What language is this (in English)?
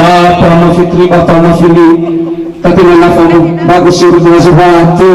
Nias